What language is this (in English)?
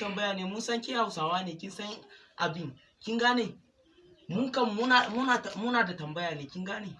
Hausa